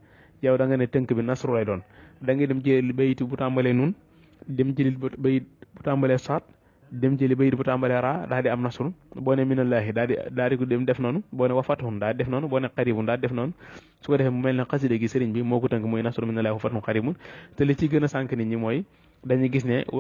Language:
Wolof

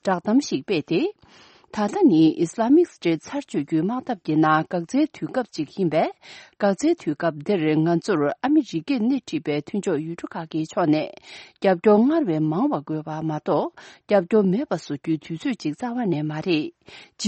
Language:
Tibetan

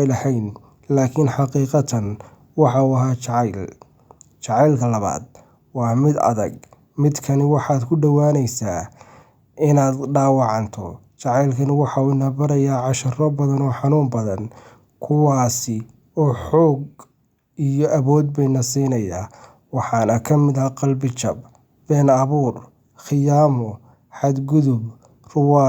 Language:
Somali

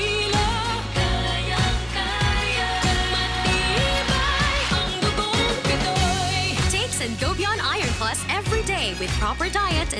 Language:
Bikol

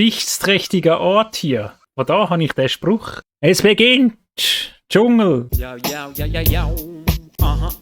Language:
Swiss German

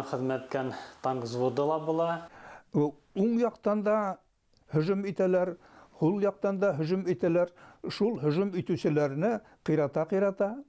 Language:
Bashkir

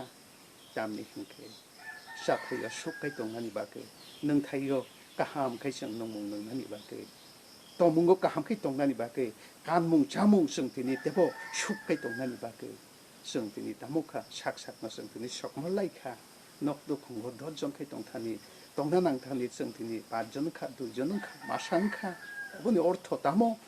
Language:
Kok Borok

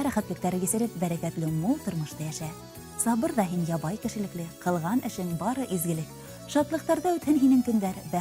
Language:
Bashkir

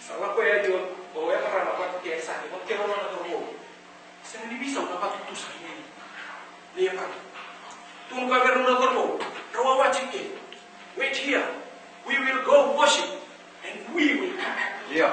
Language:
Fijian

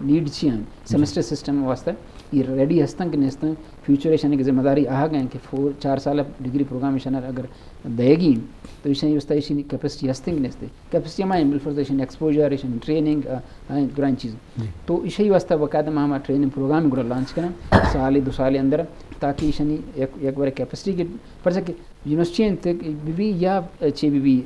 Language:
Eastern Balochi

